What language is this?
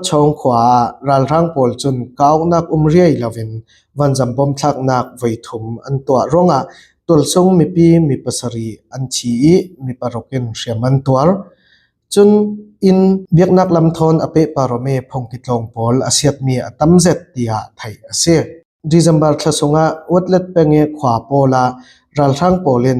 Falam Chin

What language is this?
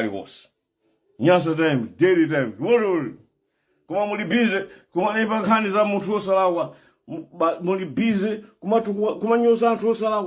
Nyanja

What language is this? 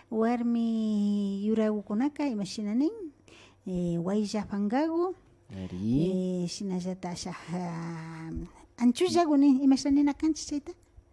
Imbabura Highland Quichua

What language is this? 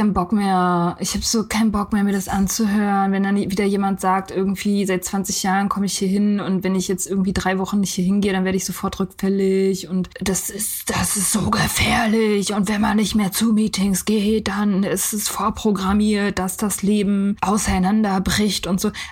German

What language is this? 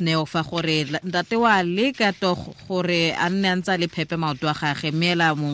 Tswana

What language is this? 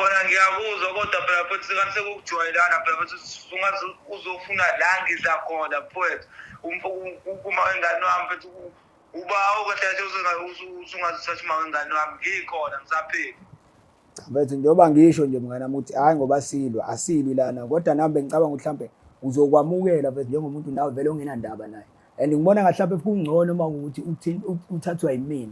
Zulu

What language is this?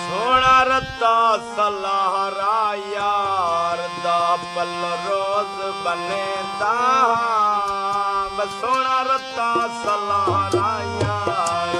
Saraiki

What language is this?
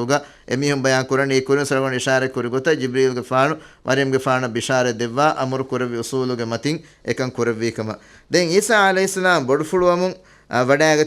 Divehi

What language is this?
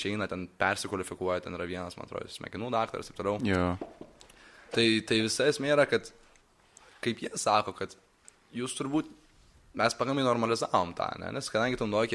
Lithuanian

